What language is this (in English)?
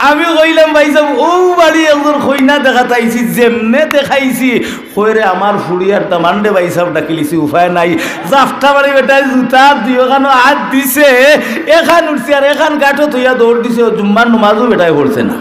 Sylheti